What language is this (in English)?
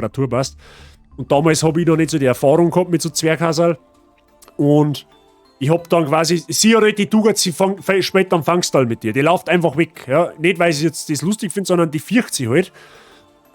Bavarian